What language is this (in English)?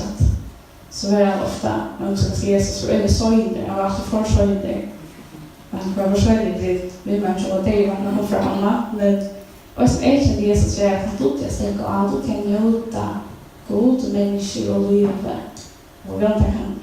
Faroese